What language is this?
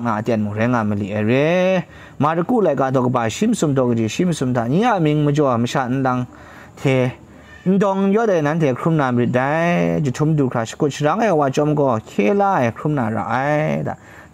Kachin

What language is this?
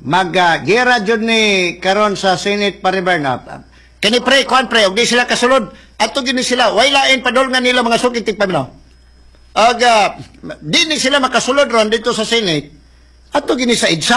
Cebuano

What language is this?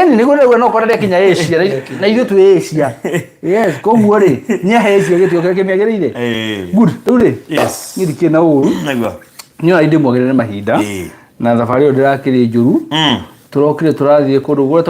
Kikuyu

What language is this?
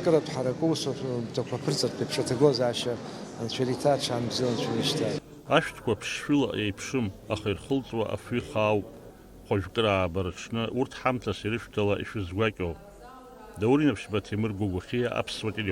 Abkhazian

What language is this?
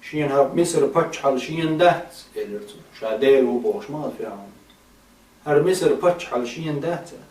Chechen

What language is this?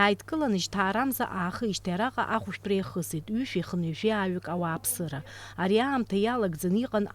Abkhazian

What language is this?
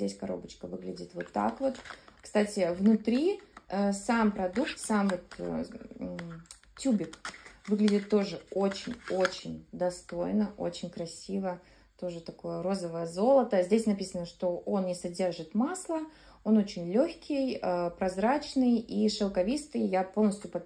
Russian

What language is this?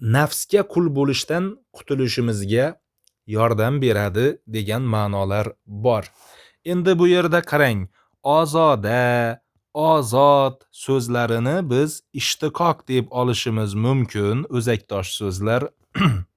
Uzbek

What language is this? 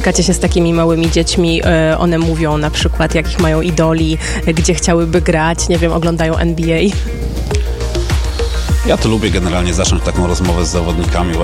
Polish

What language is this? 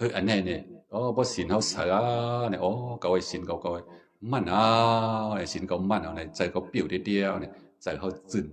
Shan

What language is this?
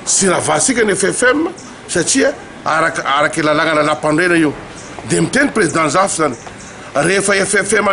Malagasy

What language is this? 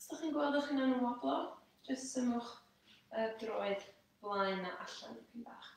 Welsh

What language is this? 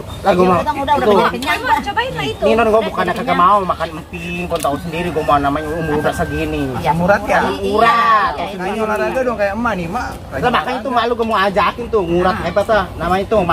Betawi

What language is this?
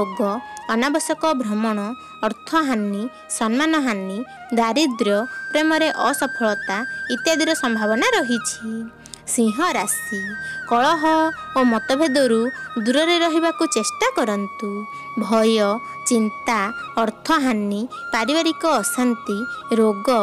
Odia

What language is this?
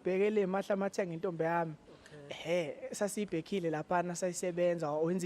Zulu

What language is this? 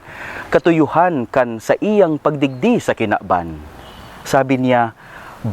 Bikol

